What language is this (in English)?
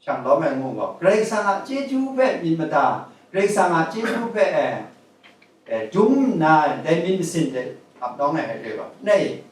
Kachin